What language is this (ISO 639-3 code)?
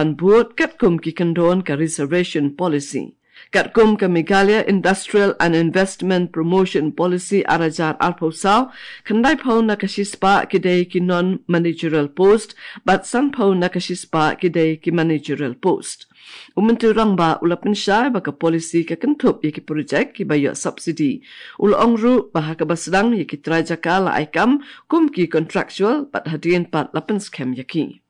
kha